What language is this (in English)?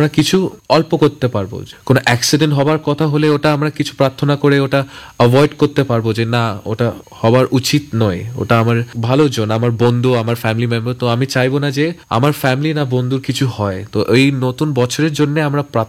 Bangla